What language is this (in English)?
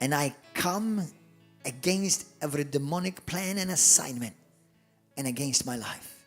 English